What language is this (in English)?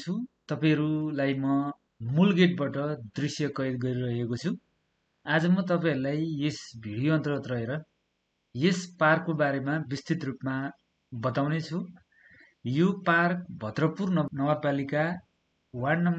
Nepali